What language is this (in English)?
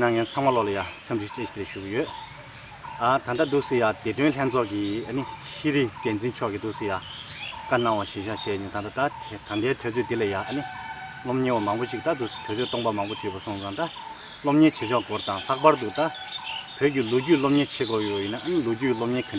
Tibetan